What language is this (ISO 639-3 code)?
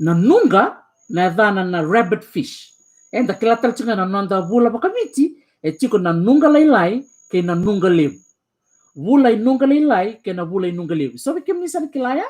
fij